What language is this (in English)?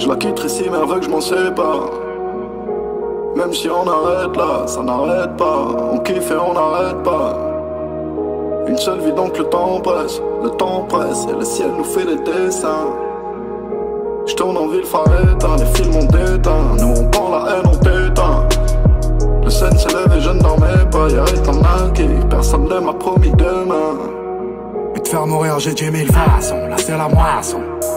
French